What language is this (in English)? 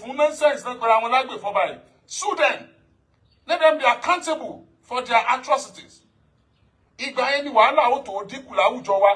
Yoruba